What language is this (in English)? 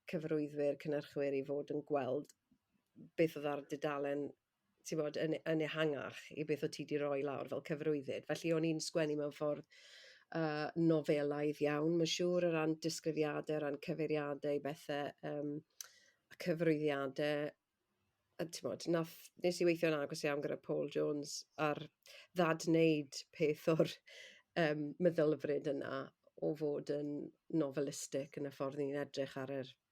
Welsh